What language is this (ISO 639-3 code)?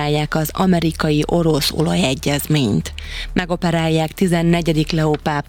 hun